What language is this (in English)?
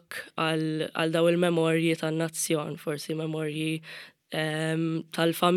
Maltese